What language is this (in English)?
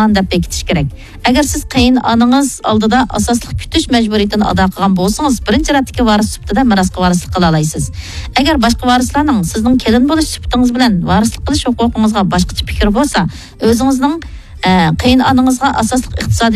Uyghur